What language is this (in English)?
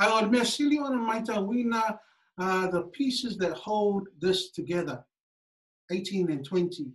Samoan